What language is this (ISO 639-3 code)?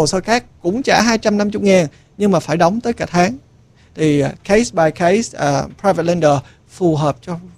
vie